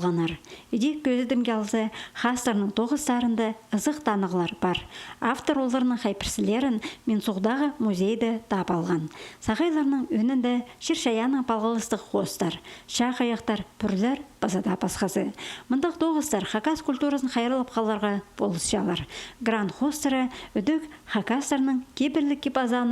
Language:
Khakas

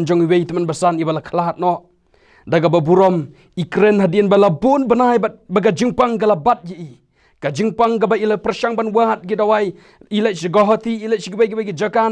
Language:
Khasi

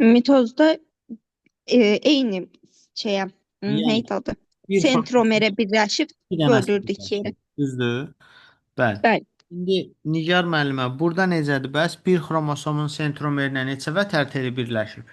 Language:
Azerbaijani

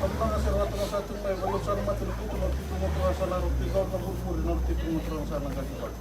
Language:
Fijian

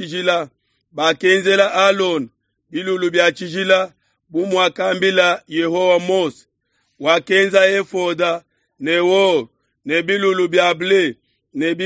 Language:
Luba-Lulua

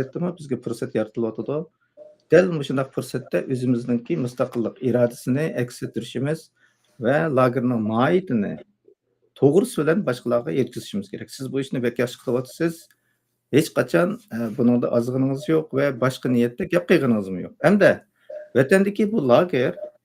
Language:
Uyghur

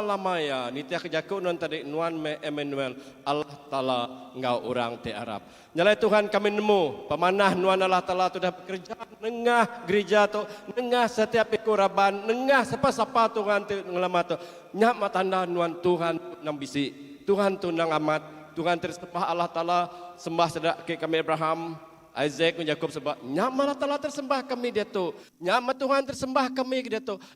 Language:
Iban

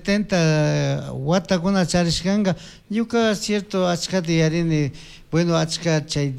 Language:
Chimborazo Highland Quichua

